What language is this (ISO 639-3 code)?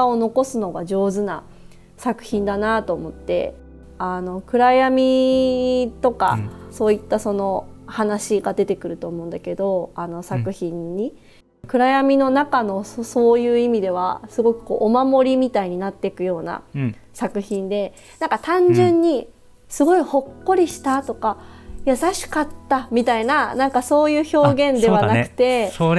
jpn